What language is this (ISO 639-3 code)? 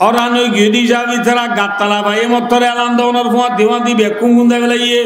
rhg